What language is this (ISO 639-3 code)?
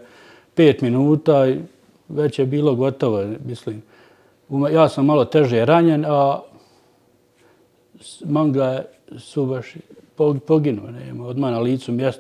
bos